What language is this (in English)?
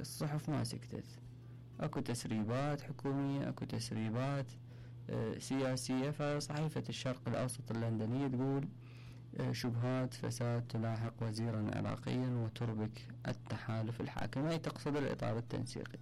Mesopotamian Arabic